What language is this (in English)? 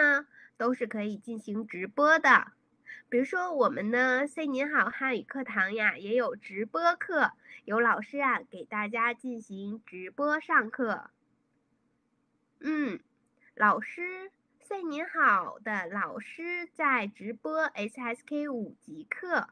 Chinese